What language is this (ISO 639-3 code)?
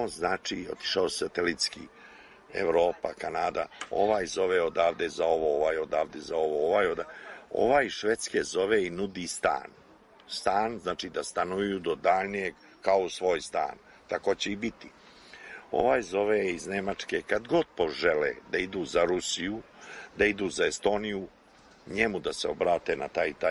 srp